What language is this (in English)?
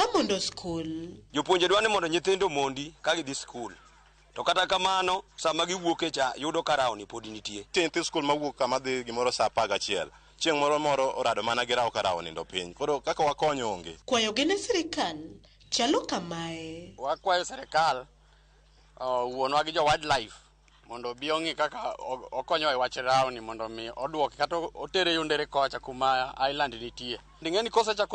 Luo (Kenya and Tanzania)